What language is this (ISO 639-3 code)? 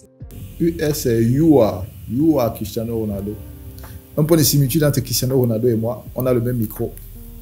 fra